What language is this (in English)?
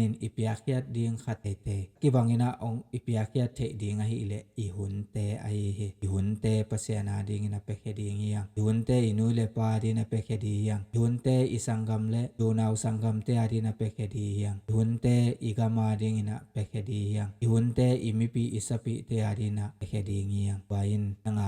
Tedim Chin